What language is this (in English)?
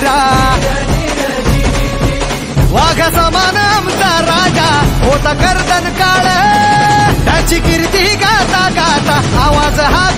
Marathi